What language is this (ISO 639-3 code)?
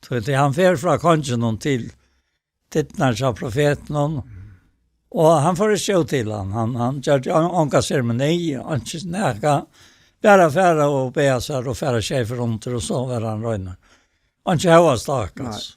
fao